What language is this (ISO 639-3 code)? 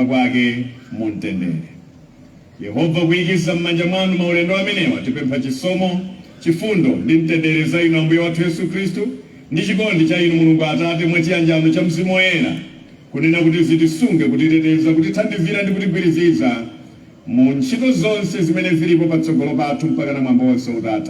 nya